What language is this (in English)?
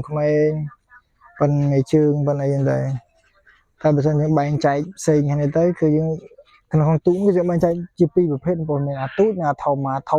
Khmer